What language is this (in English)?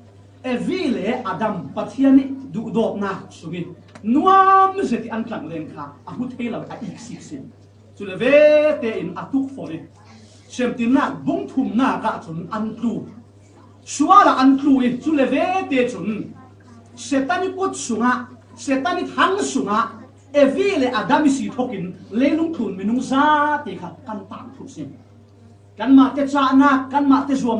Falam Chin